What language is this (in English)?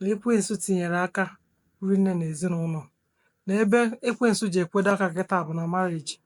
Igbo